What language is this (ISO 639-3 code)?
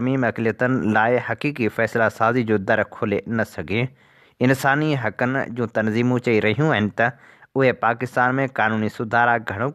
snd